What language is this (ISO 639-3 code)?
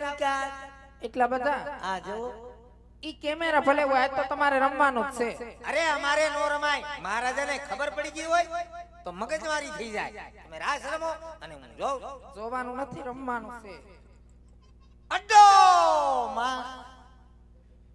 guj